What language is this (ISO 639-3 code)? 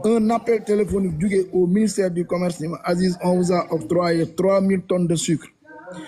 wol